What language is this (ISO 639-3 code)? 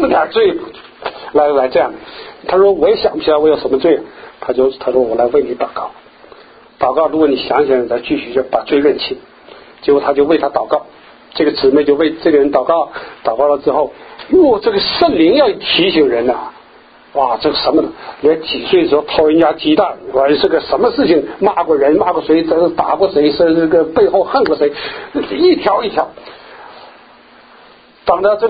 zho